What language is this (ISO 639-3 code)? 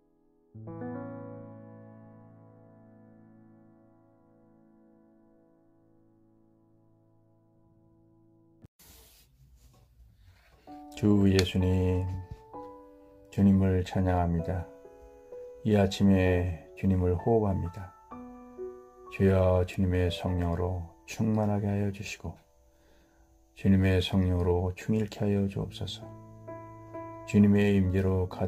kor